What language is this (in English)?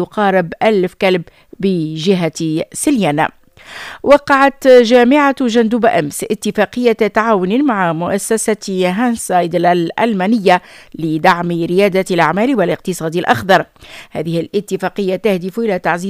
Arabic